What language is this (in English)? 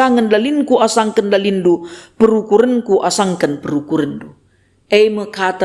Batak Karo